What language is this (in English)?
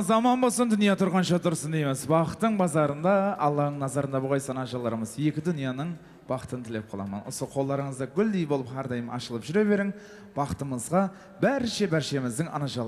Kara-Kalpak